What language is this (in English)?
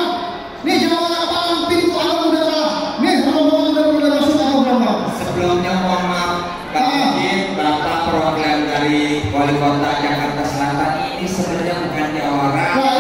Betawi